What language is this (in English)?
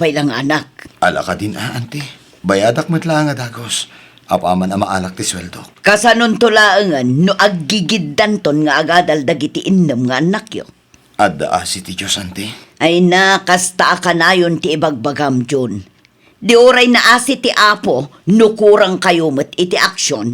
Iloko